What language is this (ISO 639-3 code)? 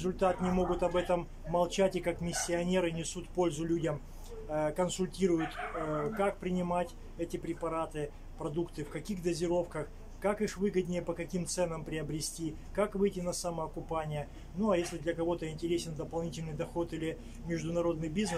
rus